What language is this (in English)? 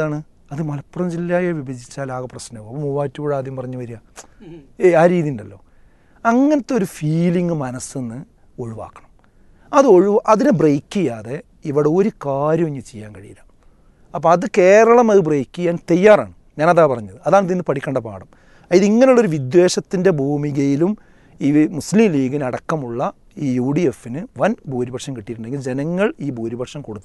Malayalam